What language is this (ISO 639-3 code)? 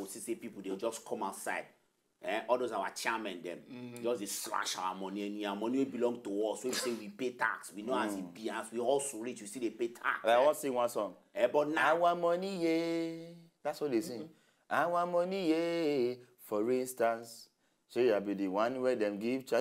pcm